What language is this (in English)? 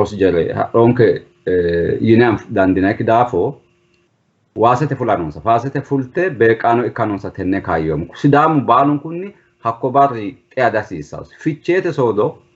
Sidamo